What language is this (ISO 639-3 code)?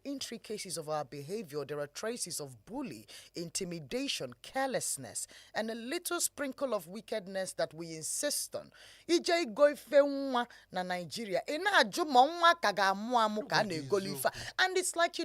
ibo